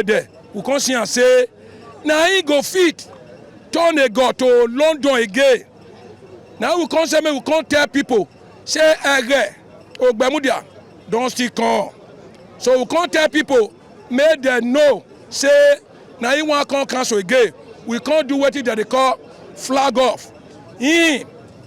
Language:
Nigerian Pidgin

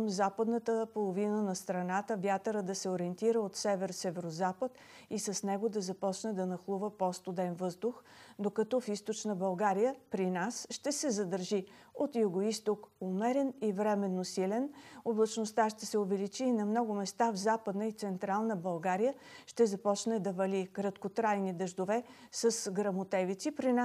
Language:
Bulgarian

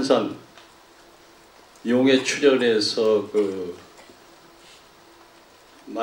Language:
Korean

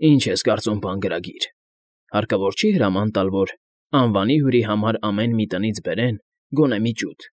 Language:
Armenian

